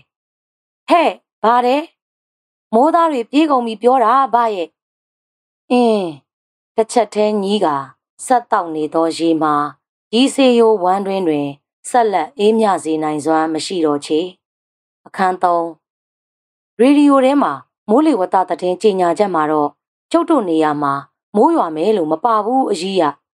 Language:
Burmese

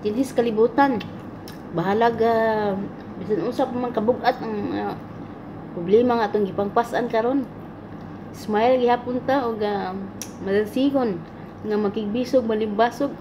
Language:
Cebuano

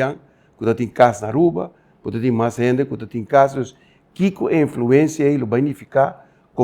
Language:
Papiamento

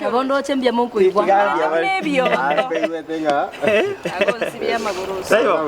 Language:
Gusii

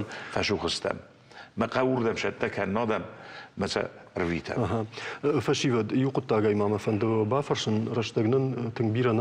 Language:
Ossetic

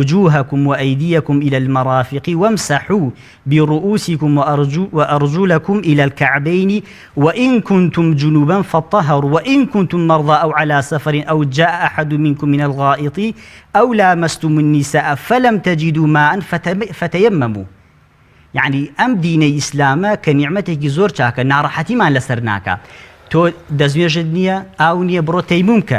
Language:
Central Kurdish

